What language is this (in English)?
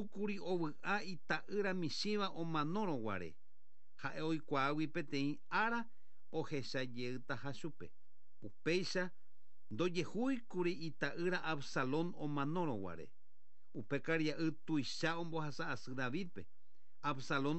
Guarani